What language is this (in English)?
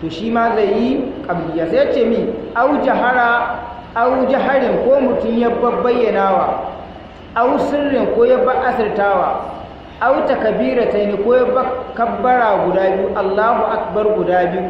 Hausa